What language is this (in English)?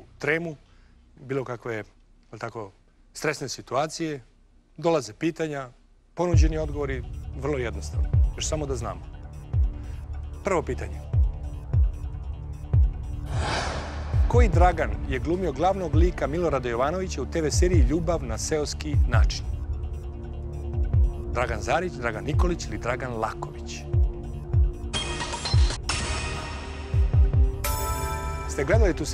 Serbian